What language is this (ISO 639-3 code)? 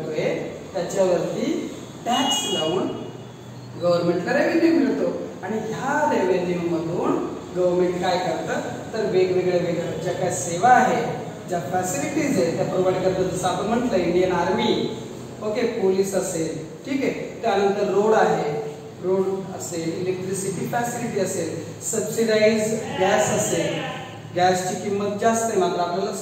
mar